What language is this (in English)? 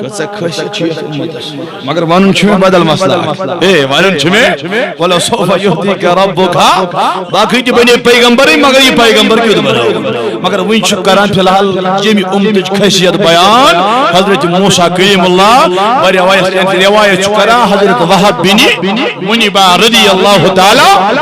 Kashmiri